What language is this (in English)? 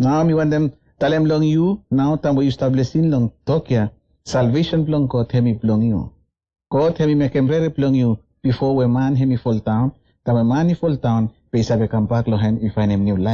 Bislama